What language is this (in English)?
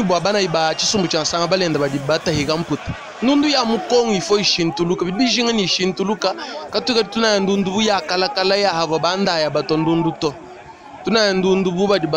Luba-Lulua